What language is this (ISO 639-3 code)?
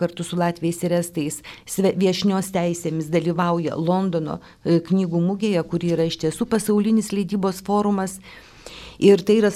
lit